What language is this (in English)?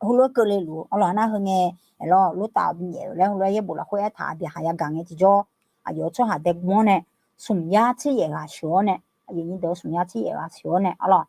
Akha